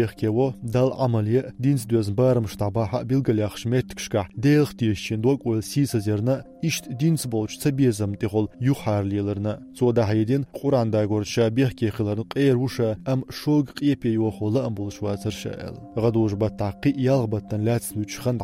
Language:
Chechen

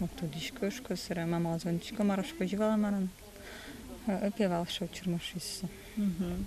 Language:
Udmurt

